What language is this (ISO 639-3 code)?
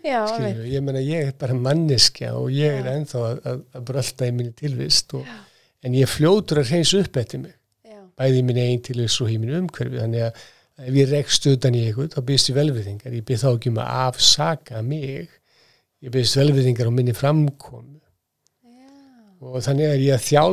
isl